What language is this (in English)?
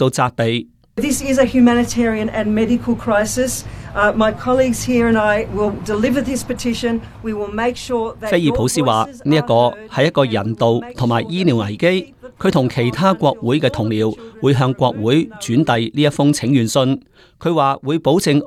Cantonese